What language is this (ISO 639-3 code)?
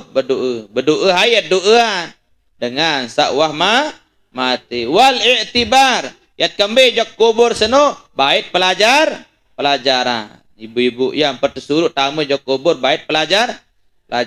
sas